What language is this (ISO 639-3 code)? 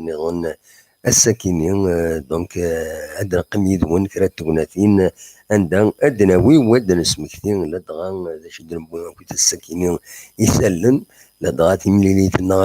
kab